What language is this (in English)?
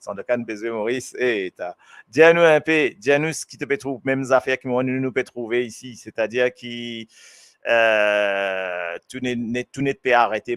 Morisyen